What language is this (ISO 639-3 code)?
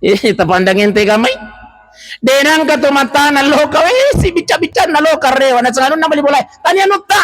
bug